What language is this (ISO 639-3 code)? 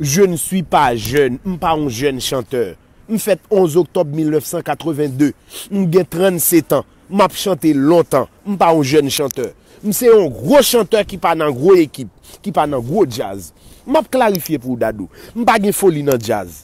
hat